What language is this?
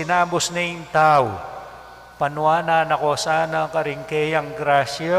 Pampanga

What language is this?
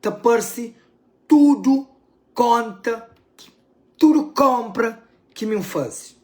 Kabuverdianu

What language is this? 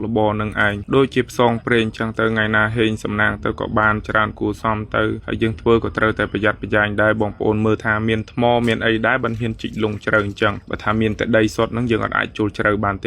Khmer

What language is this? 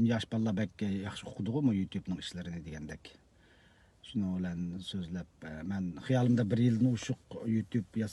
Uyghur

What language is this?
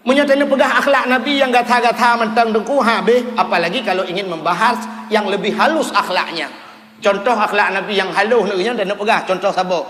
Achinese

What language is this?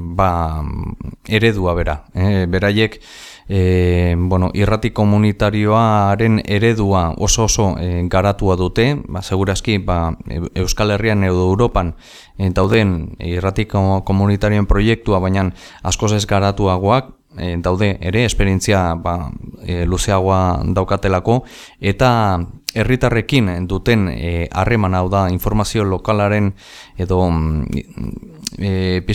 Basque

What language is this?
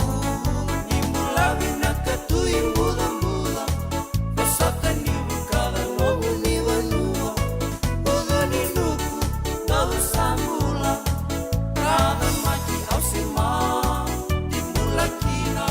Fijian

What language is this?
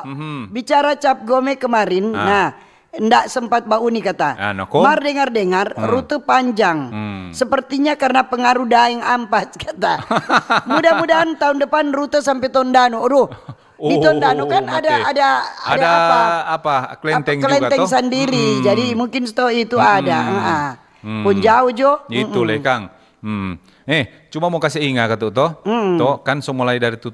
Manado Malay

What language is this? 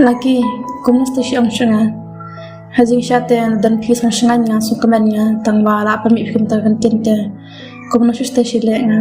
Khasi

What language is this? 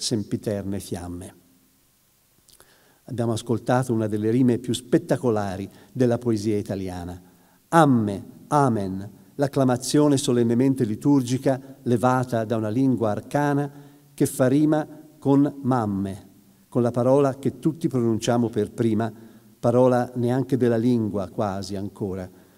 Italian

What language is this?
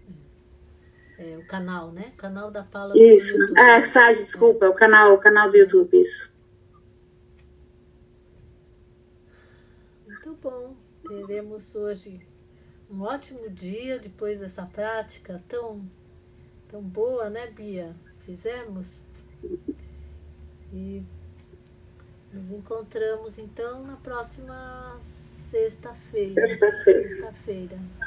Portuguese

